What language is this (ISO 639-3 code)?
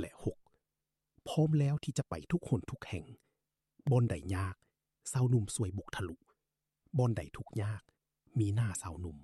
lao